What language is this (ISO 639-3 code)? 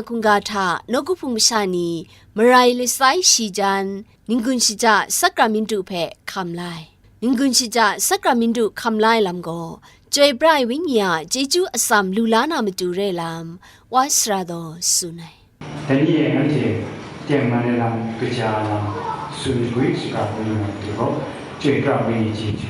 kac